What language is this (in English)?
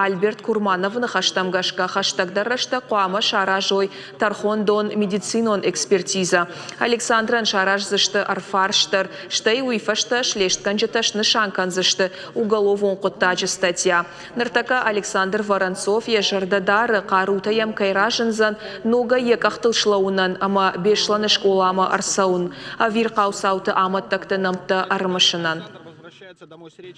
Ossetic